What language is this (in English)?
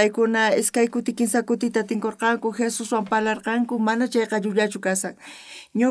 South Bolivian Quechua